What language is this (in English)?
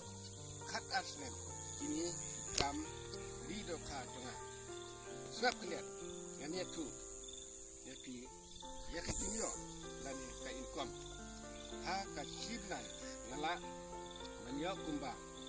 Khasi